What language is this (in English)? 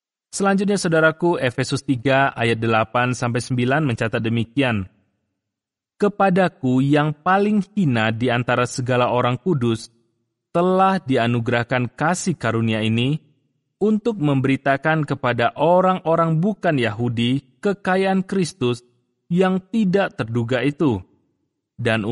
Indonesian